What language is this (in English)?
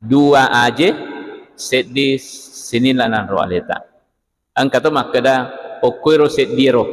Buginese